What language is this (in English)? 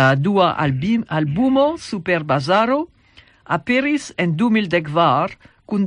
Esperanto